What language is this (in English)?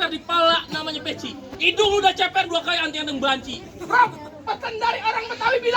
Betawi